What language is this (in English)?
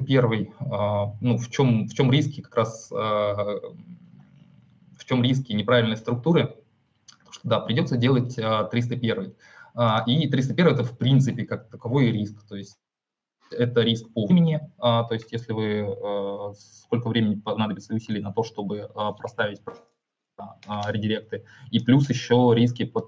Russian